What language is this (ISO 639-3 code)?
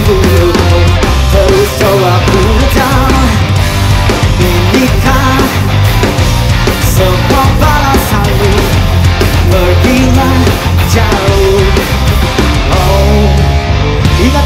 ind